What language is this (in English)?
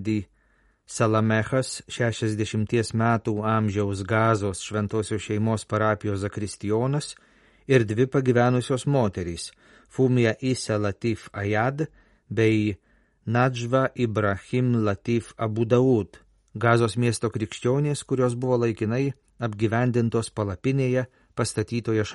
Lithuanian